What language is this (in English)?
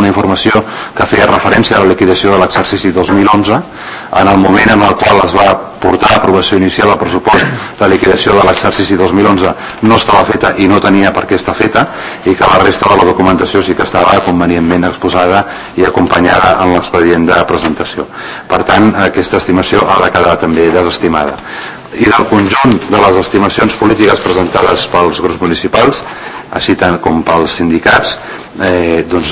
Catalan